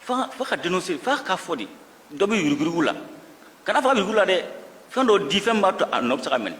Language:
Bambara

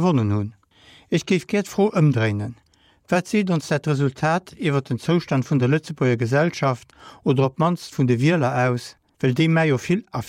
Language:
Luxembourgish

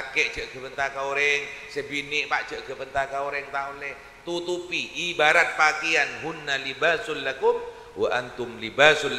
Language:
Madurese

